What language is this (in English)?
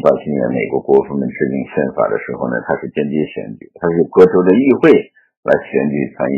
Chinese